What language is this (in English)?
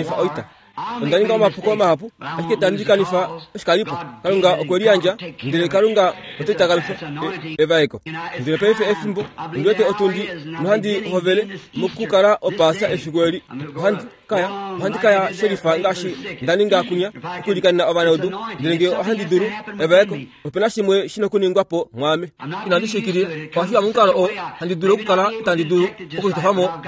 Kuanyama